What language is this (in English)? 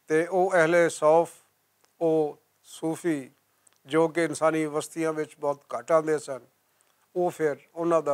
Western Panjabi